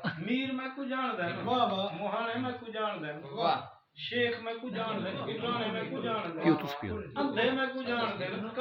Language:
Saraiki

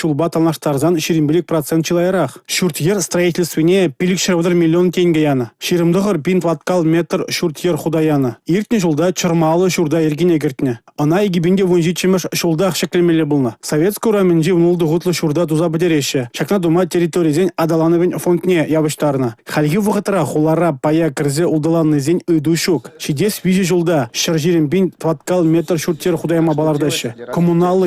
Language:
Chuvash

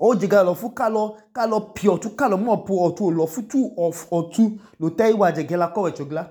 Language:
Idoma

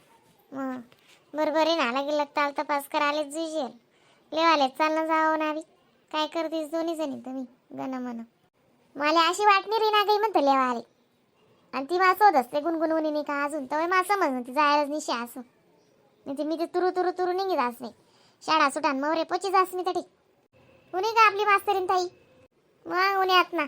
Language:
Khandesi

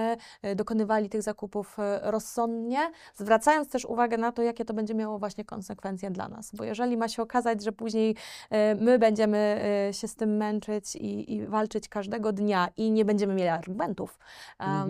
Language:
Polish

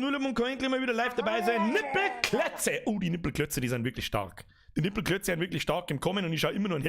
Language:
Bavarian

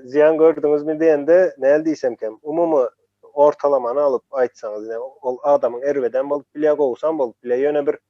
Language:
Turkmen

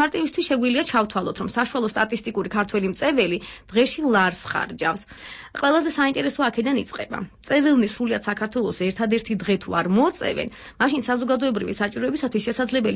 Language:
Georgian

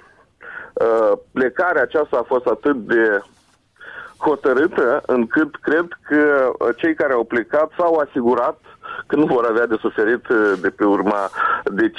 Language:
Romanian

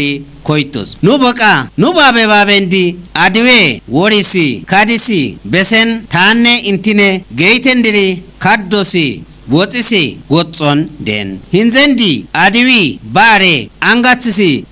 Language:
Kafa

